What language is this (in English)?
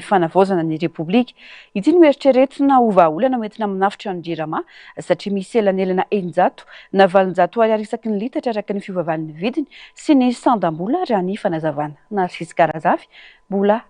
Malagasy